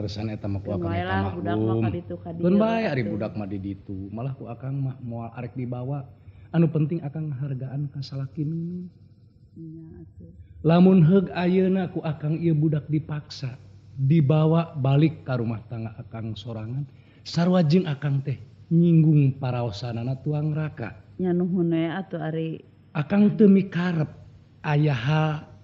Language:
Sundanese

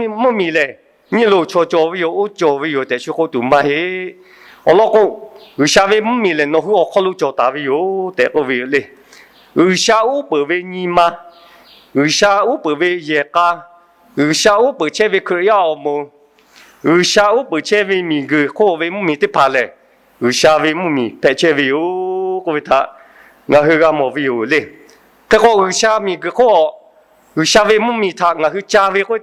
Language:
Lahu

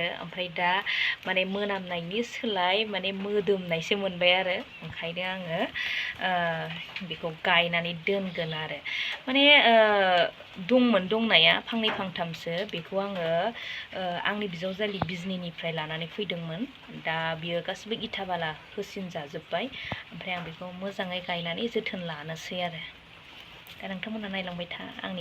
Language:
Bodo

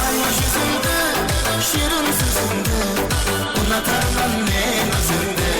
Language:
Kara-Kalpak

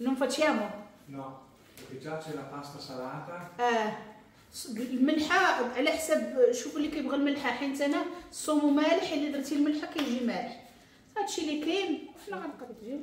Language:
Moroccan Arabic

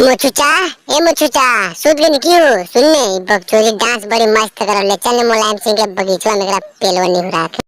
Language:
Magahi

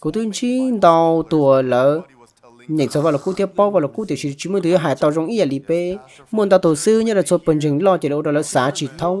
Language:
Hmong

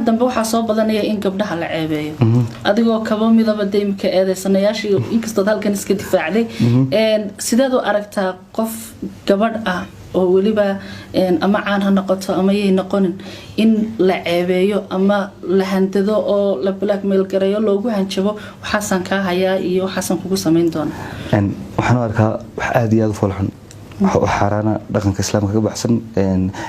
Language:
Somali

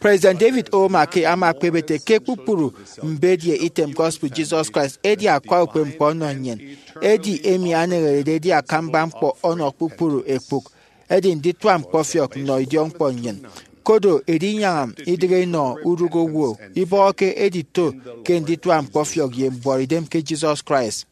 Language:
Efik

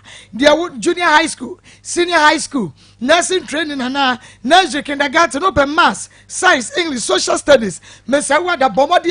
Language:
Akan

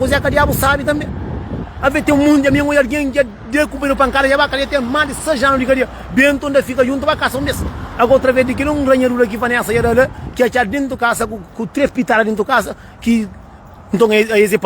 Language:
Kabuverdianu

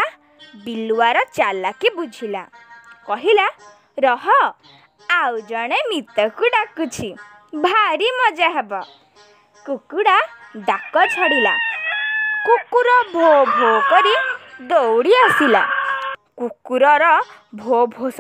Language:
Odia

